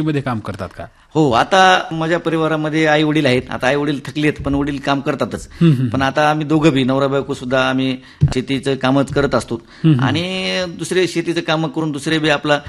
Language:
Marathi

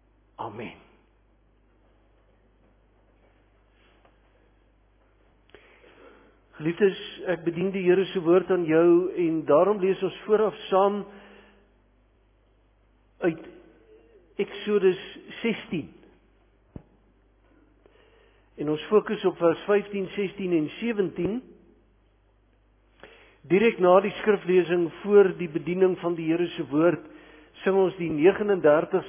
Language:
Afrikaans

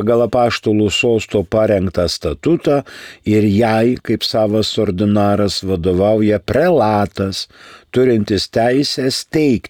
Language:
Lithuanian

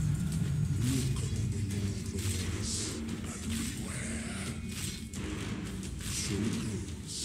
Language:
English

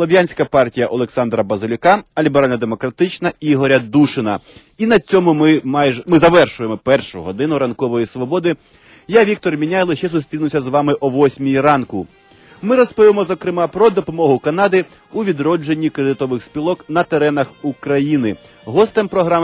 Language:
Ukrainian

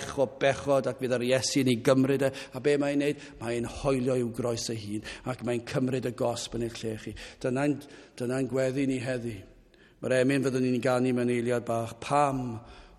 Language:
Welsh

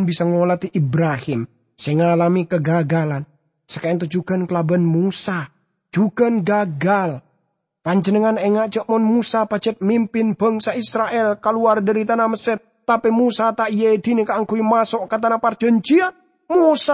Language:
Madurese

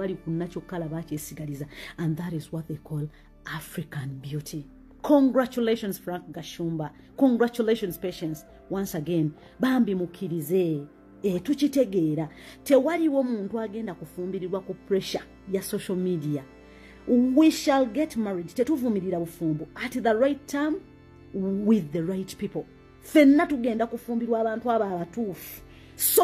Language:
Ganda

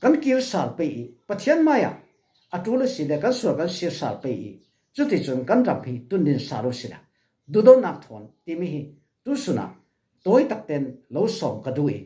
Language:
Falam Chin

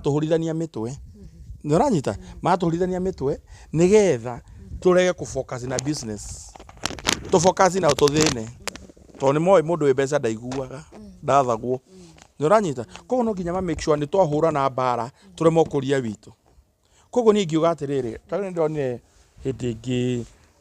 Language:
Kikuyu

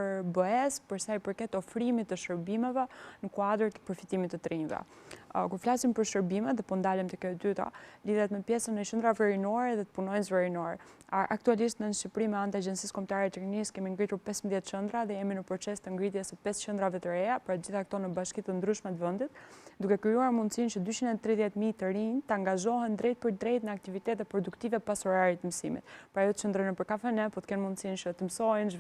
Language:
Albanian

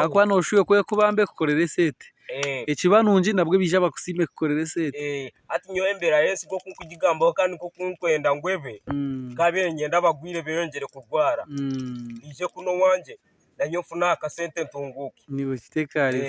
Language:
Nyankole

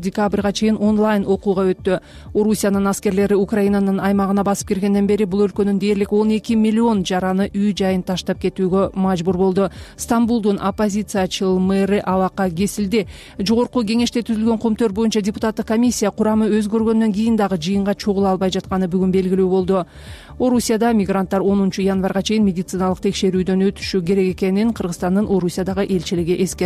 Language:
Kyrgyz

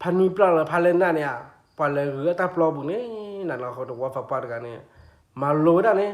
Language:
S'gaw Karen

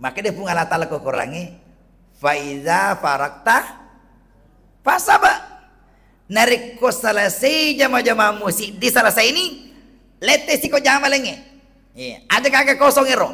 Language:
Buginese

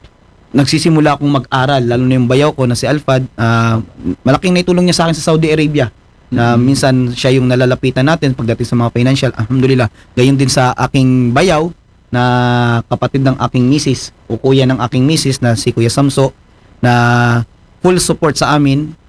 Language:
Filipino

